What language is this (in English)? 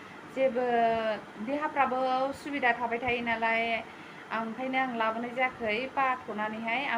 Bodo